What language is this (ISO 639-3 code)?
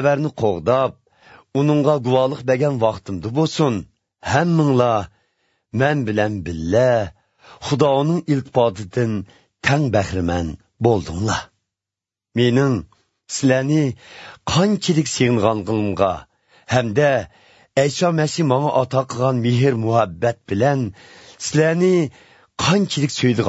uig